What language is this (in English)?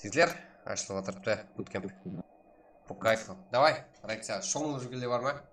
Kara-Kalpak